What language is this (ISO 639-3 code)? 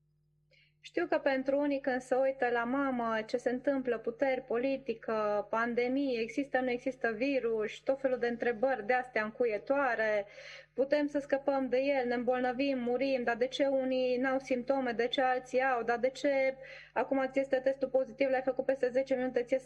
ron